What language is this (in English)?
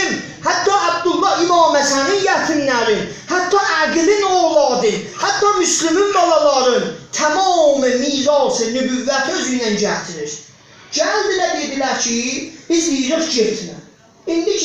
South Azerbaijani